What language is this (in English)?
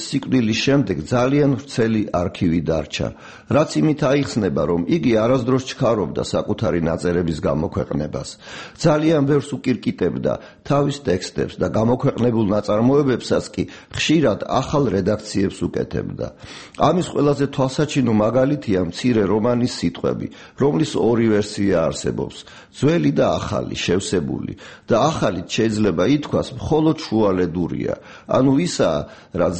Georgian